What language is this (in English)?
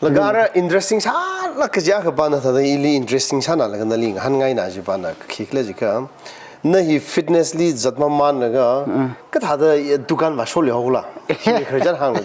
Tangkhul Naga (India)